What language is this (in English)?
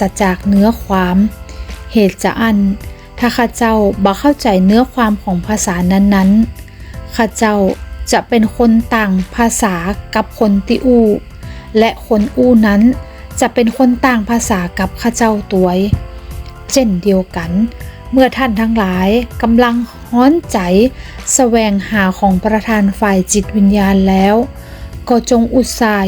Northern Thai